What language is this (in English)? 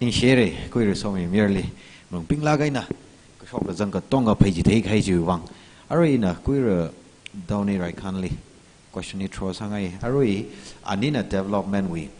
Tangkhul Naga (India)